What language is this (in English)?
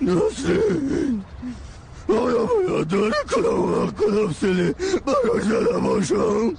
Persian